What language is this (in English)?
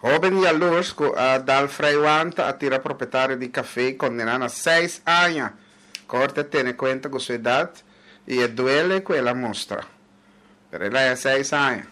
Papiamento